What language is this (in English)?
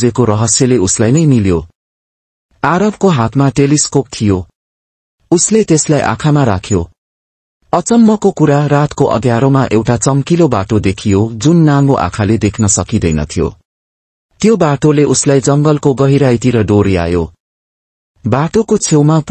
Nepali